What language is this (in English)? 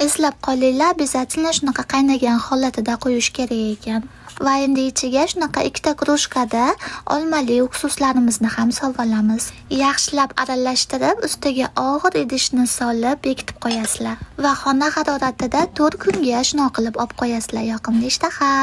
Uzbek